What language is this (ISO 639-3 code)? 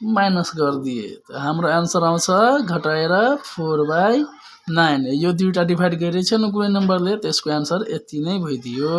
nep